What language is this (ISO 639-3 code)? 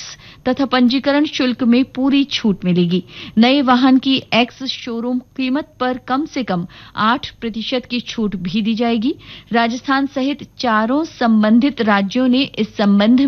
hin